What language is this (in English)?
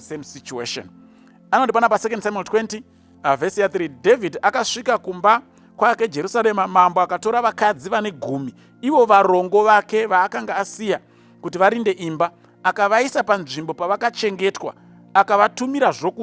Shona